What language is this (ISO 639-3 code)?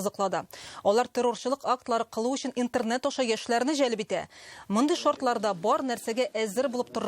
tat